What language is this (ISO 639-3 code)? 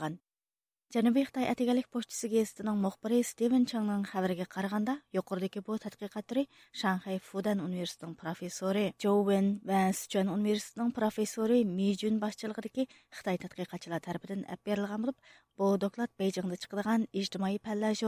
uig